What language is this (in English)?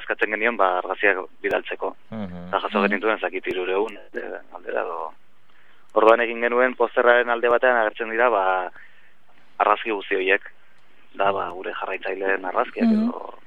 Basque